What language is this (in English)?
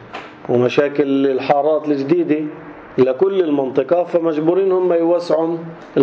North Levantine Arabic